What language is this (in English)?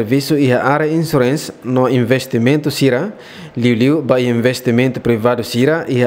Tetum